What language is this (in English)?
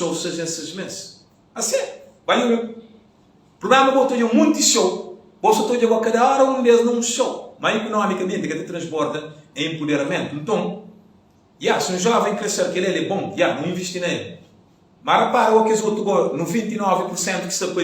Kabuverdianu